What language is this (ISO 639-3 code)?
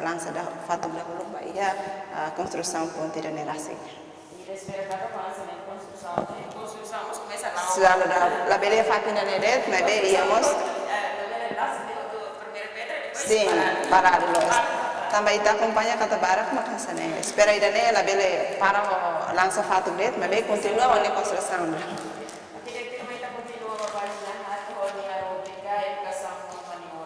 tet